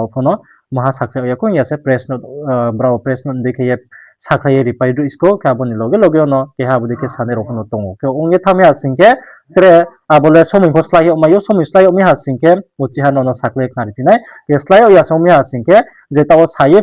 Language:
Riang (India)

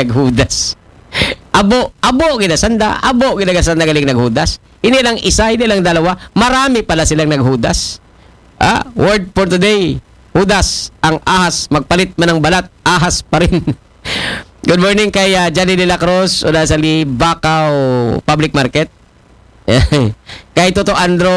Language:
Aklanon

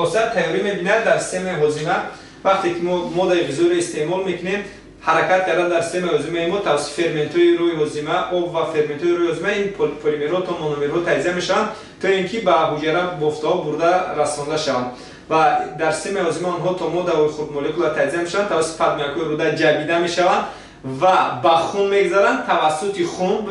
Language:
Tajik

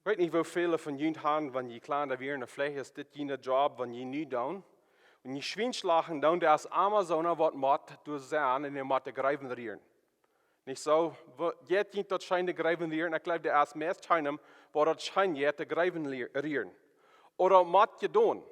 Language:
Plautdietsch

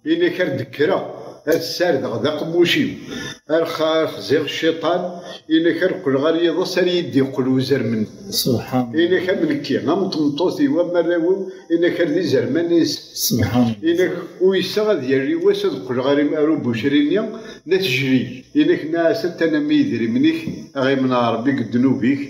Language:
Kabyle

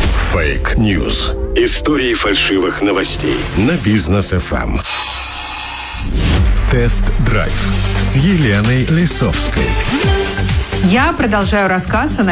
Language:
Russian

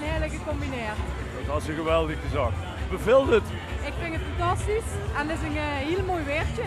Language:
Limburgish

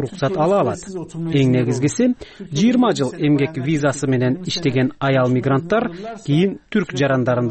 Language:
Kyrgyz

